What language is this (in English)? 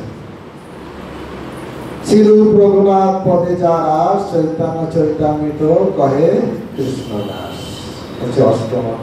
Bangla